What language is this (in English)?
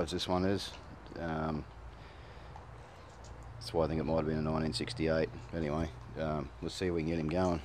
English